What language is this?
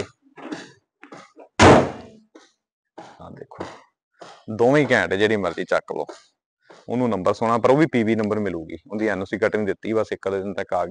Punjabi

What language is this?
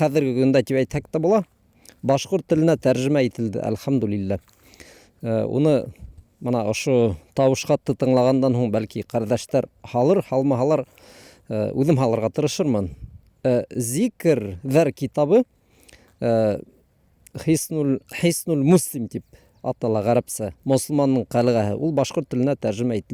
Bashkir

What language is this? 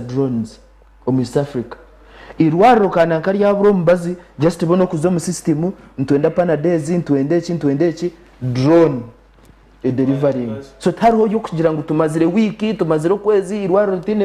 Nyankole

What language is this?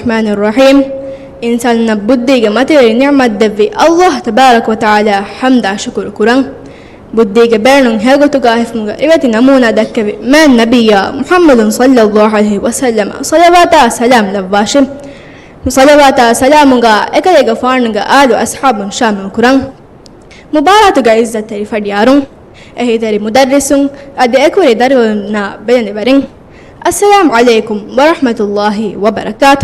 Divehi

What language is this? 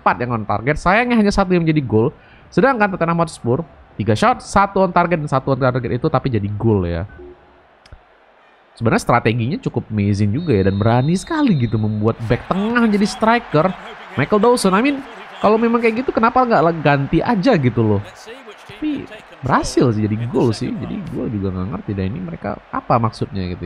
Indonesian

